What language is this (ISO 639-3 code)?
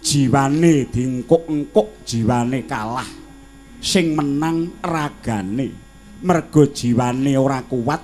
jav